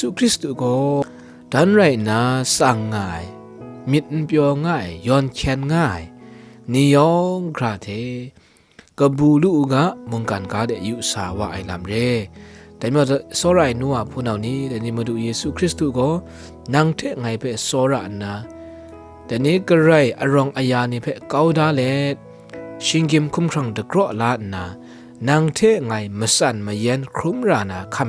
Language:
Kachin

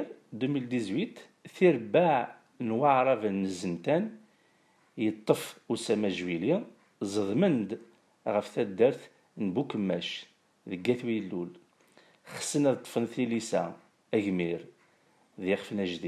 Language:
Kabyle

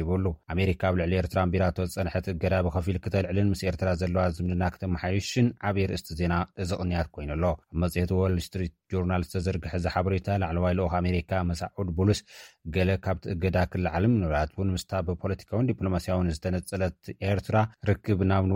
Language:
Tigrinya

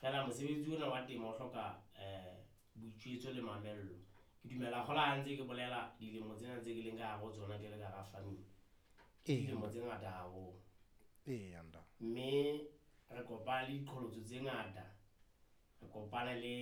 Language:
Southern Sotho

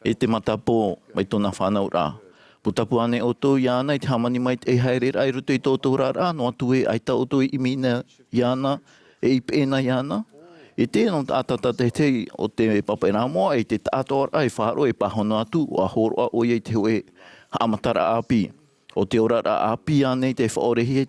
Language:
Tahitian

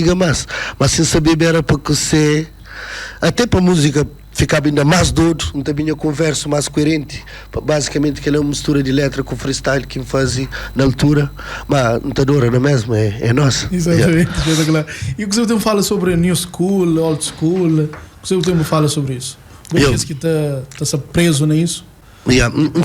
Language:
Kabuverdianu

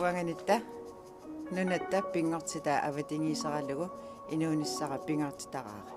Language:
Kalaallisut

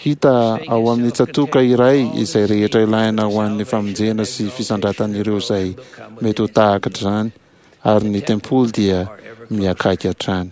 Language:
Malagasy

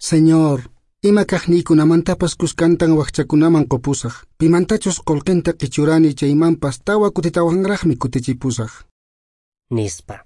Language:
Quechua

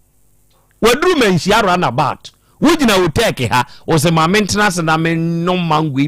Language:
Akan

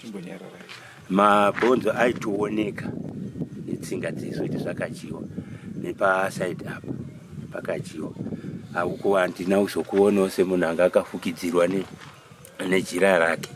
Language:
Shona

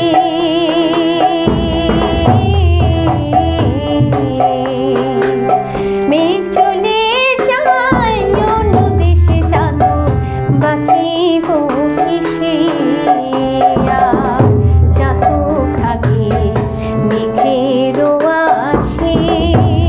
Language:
Bangla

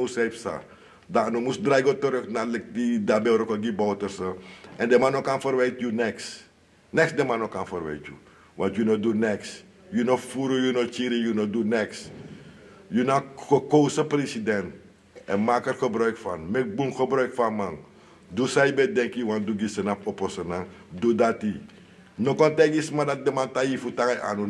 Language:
Sranan Tongo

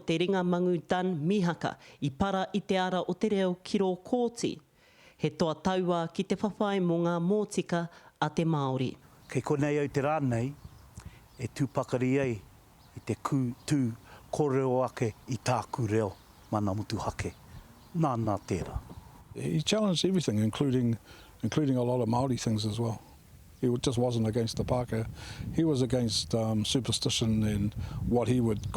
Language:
Māori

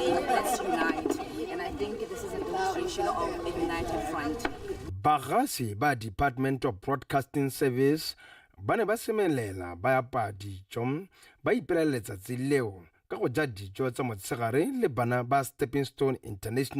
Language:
Tswana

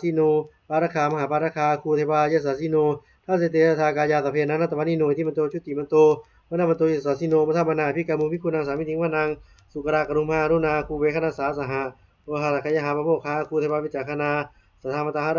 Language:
Pali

